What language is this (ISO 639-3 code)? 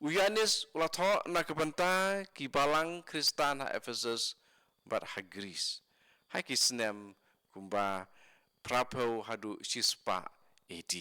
kha